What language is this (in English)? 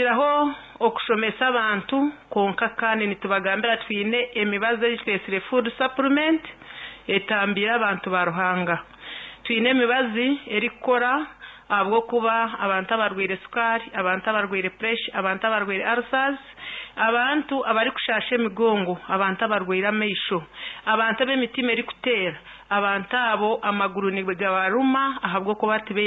Nyankole